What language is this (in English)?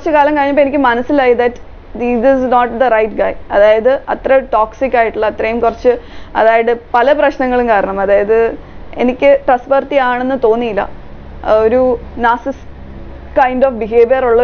Malayalam